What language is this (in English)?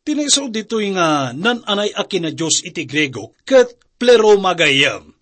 Iloko